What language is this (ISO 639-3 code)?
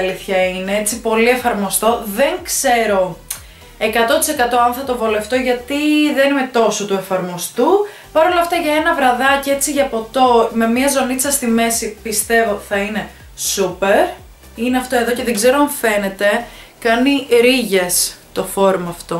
ell